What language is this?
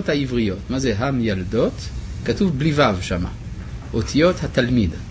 Hebrew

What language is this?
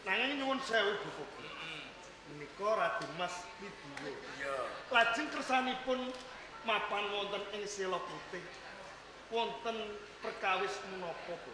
Javanese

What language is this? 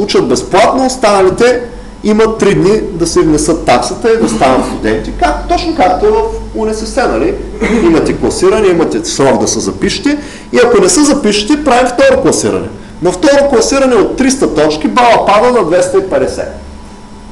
Bulgarian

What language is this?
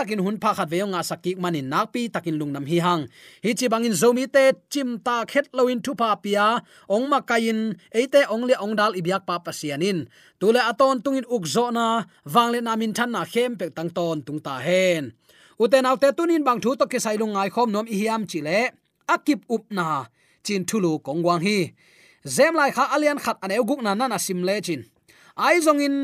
Tedim Chin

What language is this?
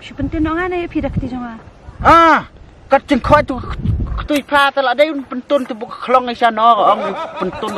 Khasi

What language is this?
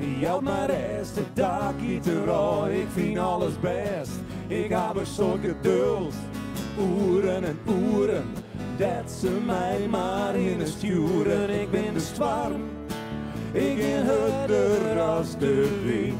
Western Frisian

